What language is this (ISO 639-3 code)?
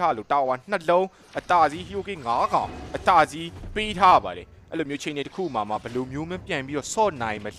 mya